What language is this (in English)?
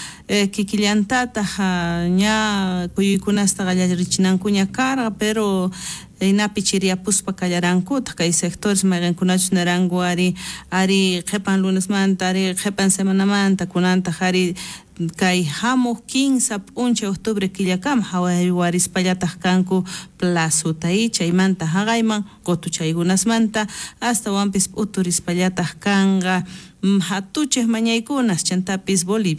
South Bolivian Quechua